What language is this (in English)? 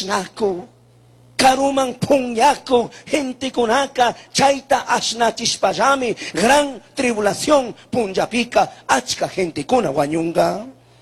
Chimborazo Highland Quichua